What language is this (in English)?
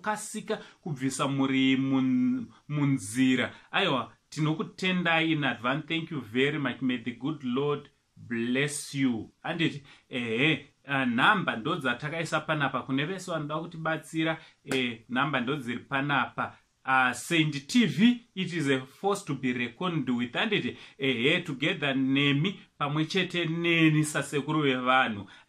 Shona